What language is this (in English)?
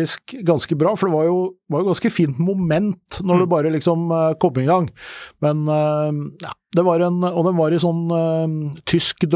Norwegian